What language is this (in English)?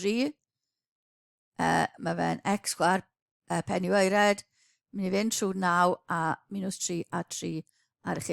Welsh